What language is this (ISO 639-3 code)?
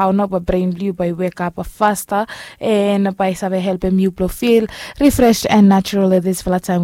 bis